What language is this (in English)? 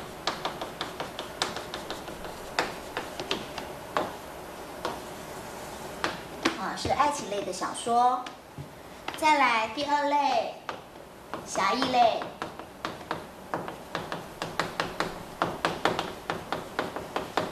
Chinese